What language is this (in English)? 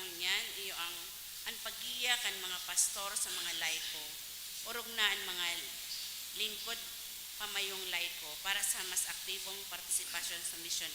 Bikol